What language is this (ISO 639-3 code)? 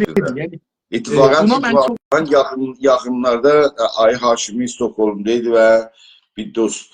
azb